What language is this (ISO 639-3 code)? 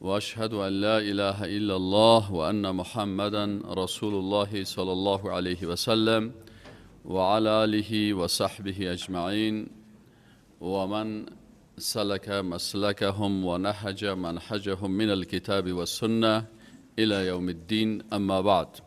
fas